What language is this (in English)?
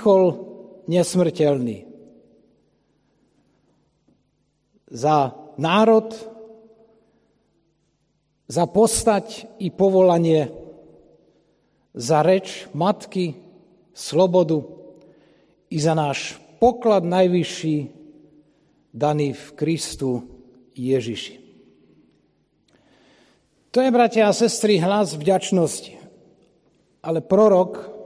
Slovak